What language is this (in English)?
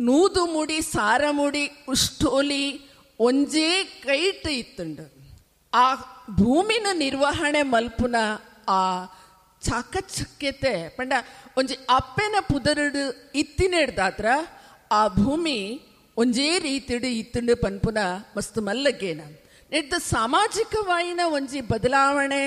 Tulu